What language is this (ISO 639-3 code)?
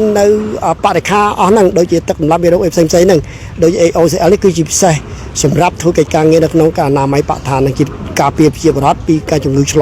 khm